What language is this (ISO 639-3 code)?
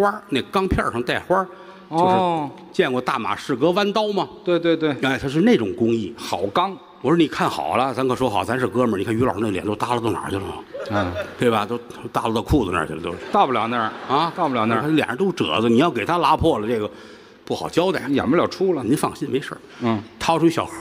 zho